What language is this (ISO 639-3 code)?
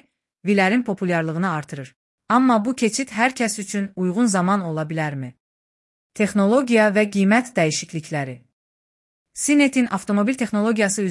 aze